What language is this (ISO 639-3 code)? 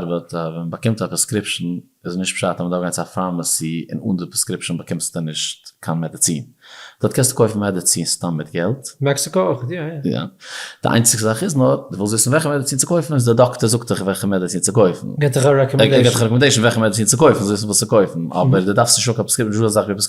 yid